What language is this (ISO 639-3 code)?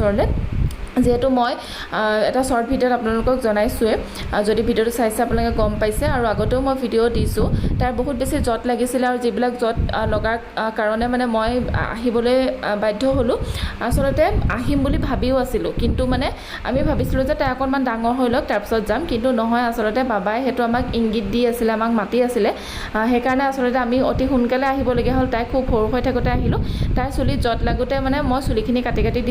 asm